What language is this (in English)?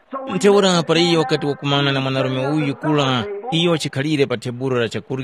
Tumbuka